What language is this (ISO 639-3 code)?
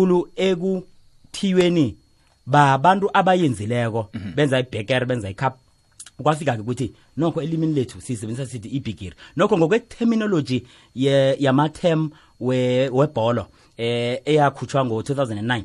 nbl